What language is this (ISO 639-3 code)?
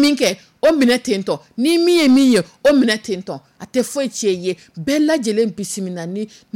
dyu